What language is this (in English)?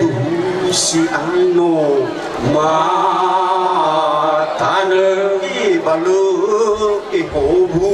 Nias